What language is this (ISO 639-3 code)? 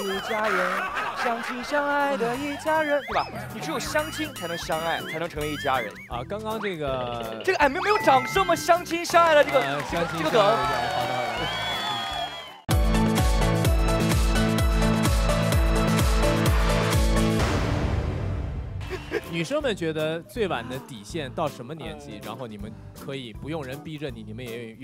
zho